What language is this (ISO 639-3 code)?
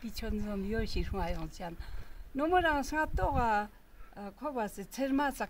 lbj